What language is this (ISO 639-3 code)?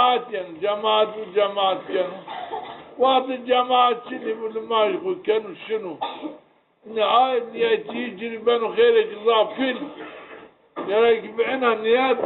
zza